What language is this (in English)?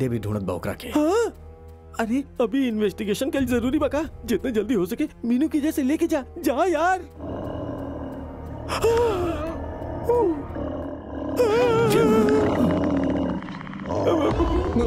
Bhojpuri